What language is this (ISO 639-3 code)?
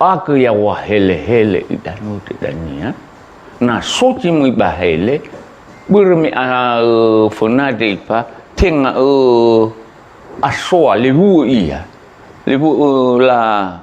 nia